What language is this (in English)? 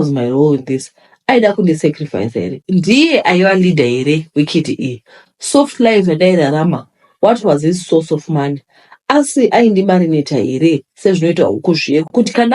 Shona